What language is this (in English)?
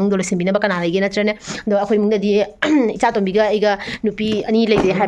Manipuri